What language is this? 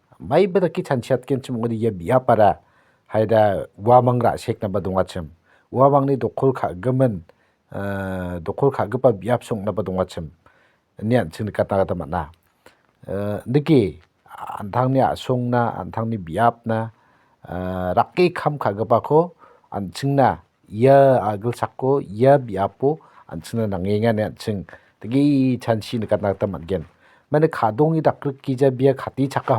Garo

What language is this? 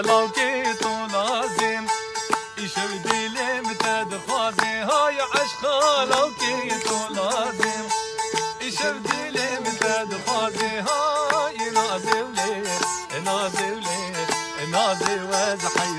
Kurdish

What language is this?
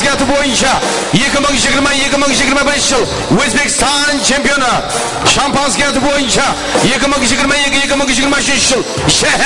Kara-Kalpak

